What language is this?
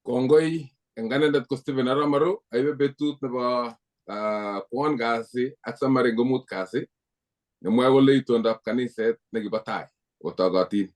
Kalenjin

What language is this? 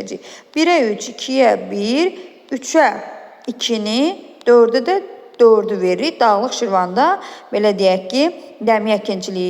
Azerbaijani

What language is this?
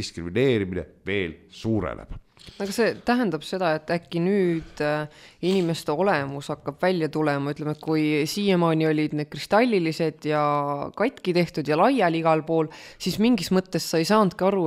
Estonian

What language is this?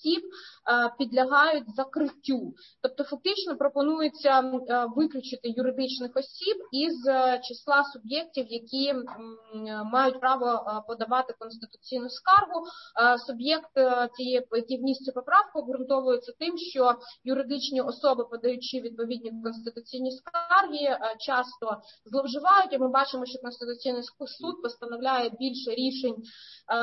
Ukrainian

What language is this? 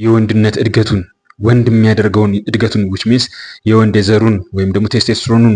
Amharic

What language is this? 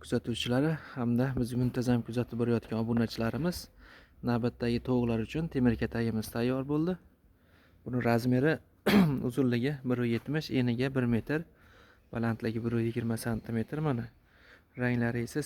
Uzbek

